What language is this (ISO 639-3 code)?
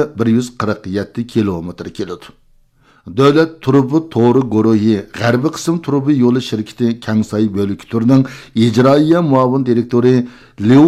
uig